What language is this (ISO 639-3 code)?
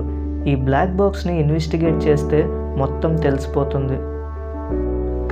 tel